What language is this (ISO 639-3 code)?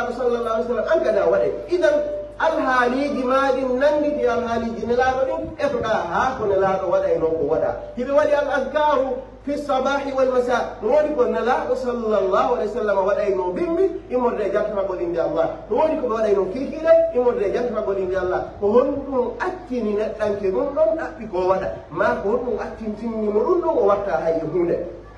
fuf